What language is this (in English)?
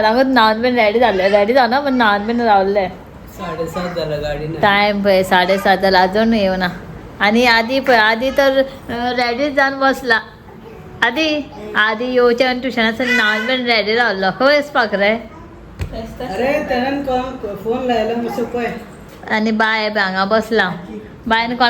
Konkani